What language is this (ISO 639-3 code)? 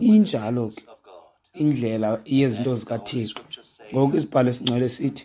xho